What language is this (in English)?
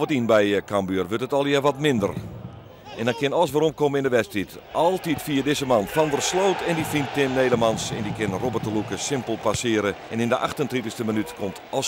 Western Frisian